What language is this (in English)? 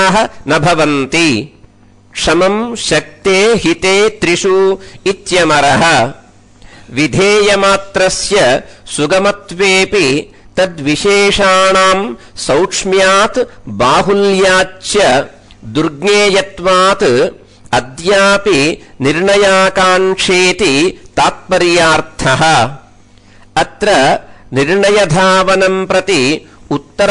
Sanskrit